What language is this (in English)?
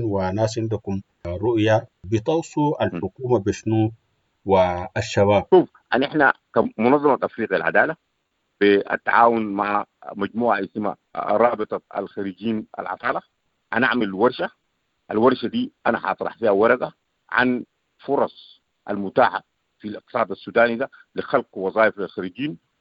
Sudanese Arabic